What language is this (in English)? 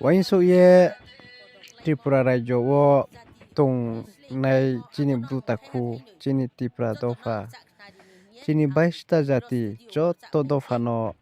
Riang (India)